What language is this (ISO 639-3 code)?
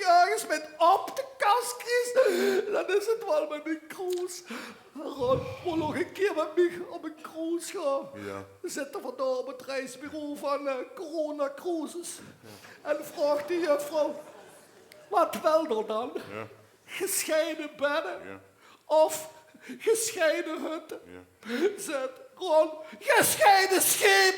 lim